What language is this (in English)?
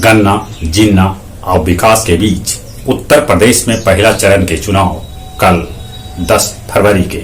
Magahi